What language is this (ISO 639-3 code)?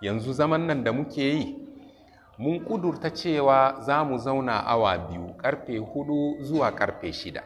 hau